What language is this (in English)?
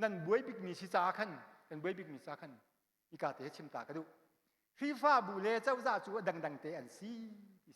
Hakha Chin